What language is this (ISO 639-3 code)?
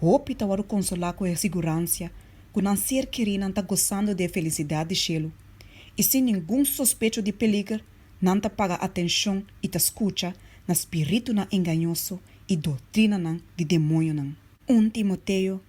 pap